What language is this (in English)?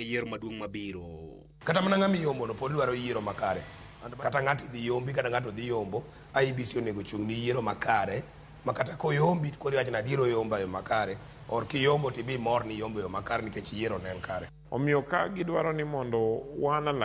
Luo (Kenya and Tanzania)